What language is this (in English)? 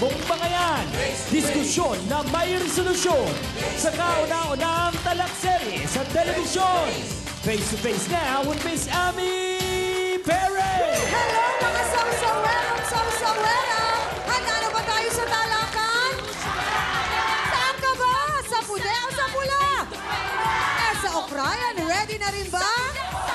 Filipino